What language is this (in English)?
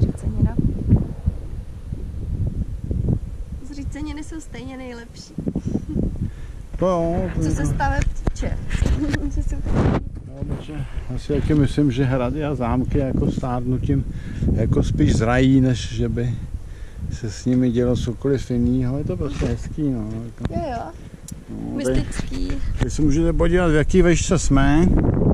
Czech